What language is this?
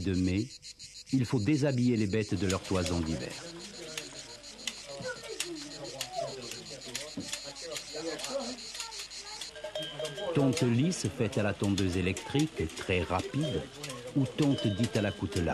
French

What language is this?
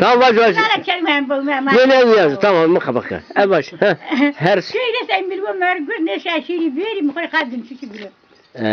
Zaza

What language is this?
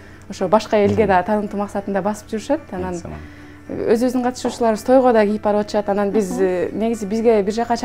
Kyrgyz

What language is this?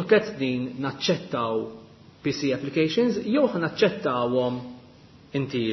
Maltese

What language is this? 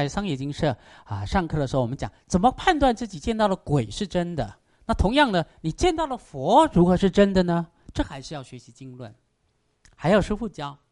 Chinese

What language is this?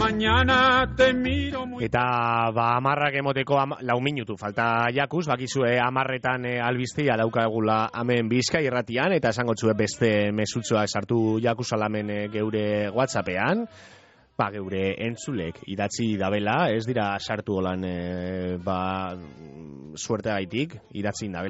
Basque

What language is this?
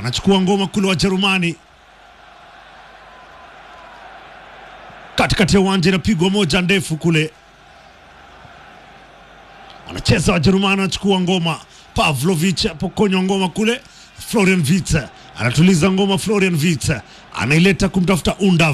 Swahili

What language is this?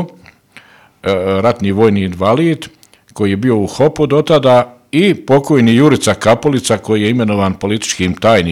Bosnian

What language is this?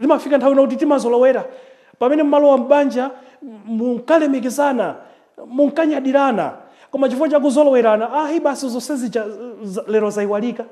Nyanja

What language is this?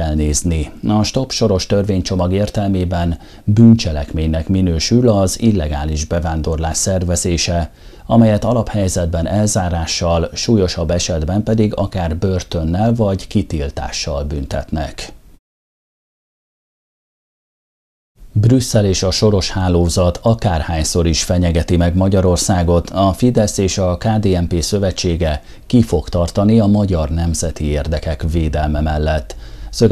Hungarian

